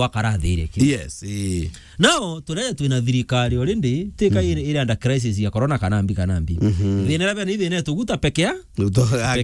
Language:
Meru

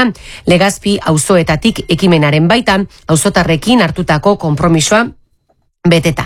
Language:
Basque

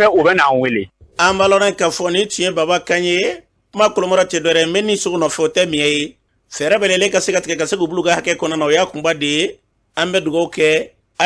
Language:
Bambara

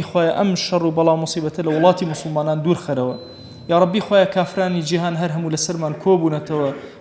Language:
Central Kurdish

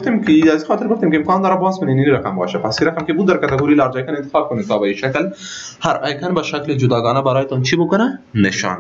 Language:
Persian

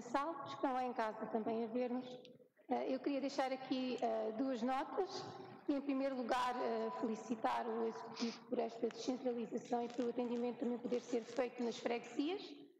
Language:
Portuguese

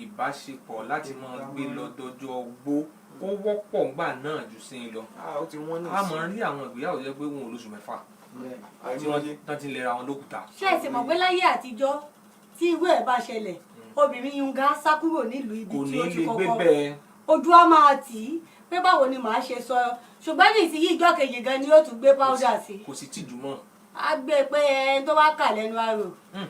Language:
Yoruba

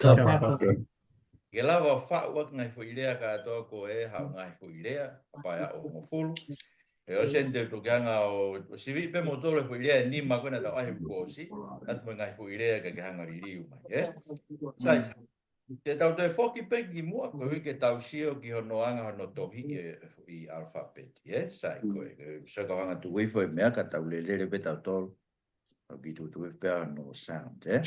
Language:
Tongan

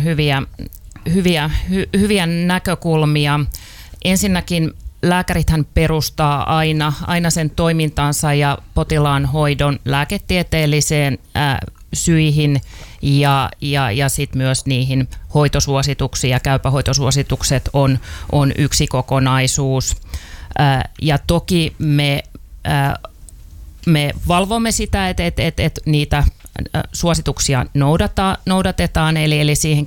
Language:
Finnish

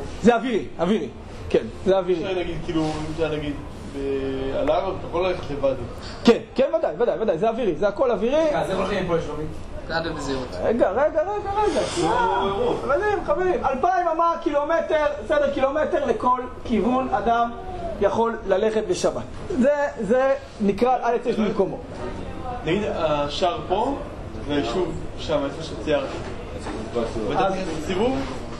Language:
Hebrew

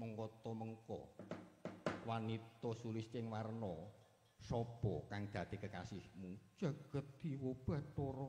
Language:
Javanese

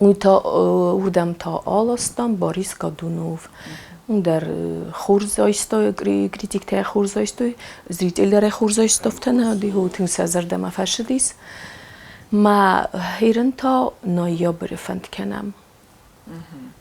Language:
Ossetic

